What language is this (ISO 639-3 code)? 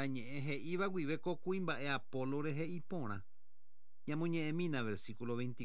grn